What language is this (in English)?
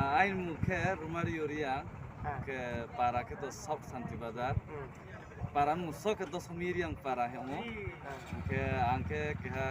Riang (India)